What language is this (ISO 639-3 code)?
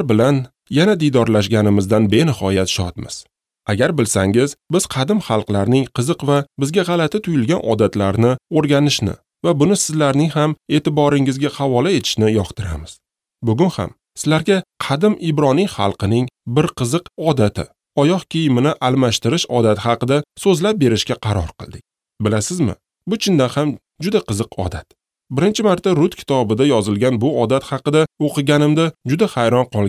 uzb